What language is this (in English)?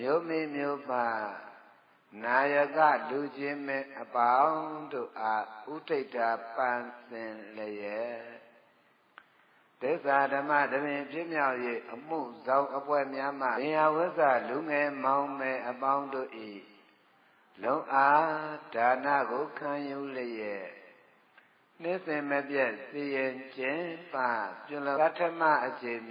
Burmese